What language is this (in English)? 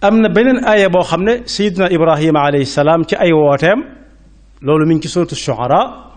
Wolof